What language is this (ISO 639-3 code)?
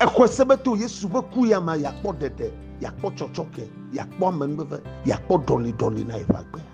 ewe